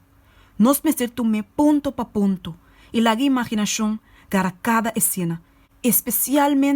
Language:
Papiamento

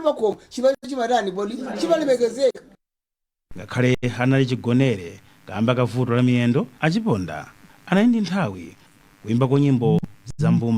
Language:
Nyanja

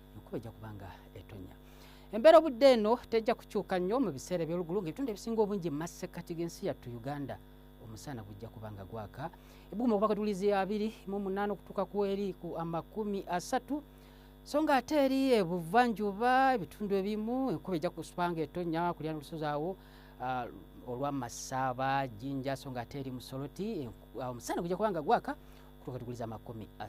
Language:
Ganda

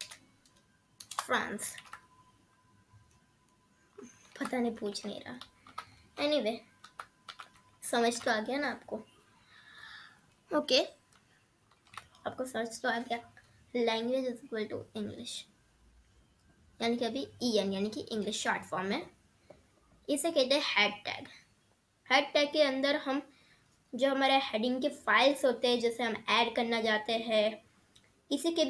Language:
Hindi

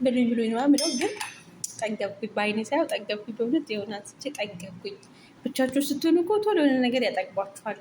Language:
Amharic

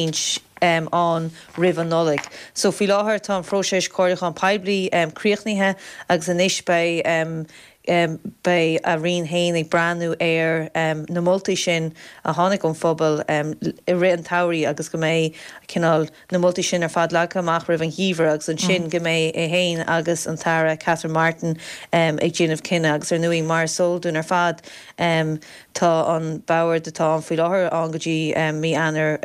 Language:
Irish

